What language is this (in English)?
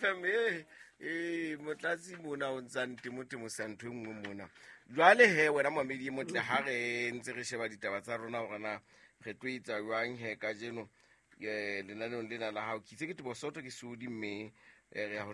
Southern Sotho